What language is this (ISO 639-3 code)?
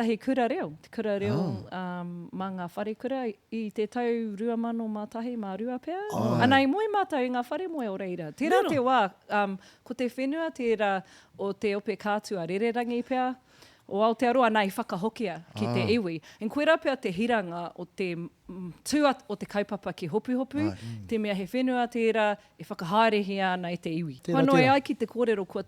mri